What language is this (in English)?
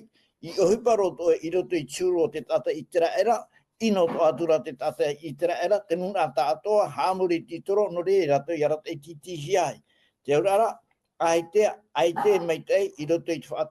Tahitian